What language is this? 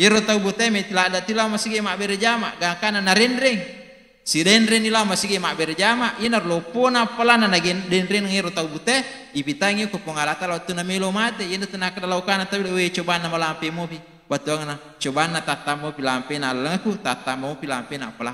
Buginese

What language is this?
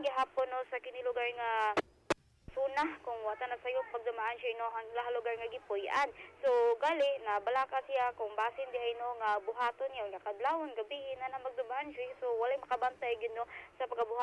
Cebuano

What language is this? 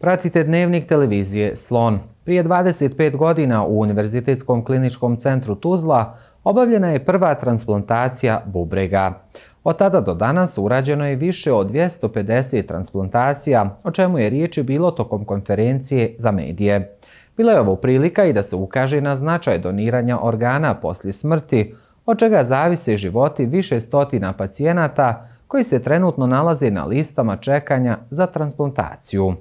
Bosnian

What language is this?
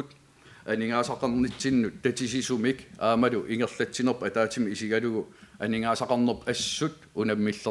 Kalaallisut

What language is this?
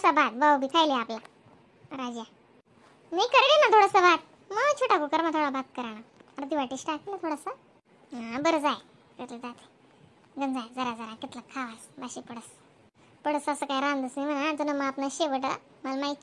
Khandesi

